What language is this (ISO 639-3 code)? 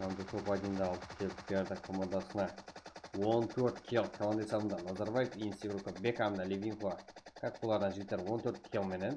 kaa